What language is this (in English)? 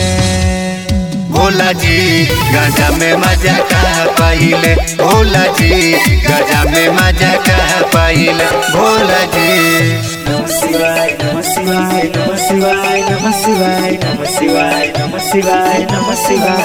Bhojpuri